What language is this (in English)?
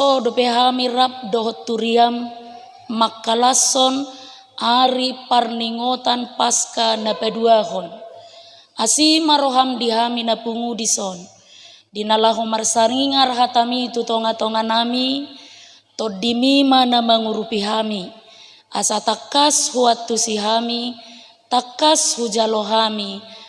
Batak Toba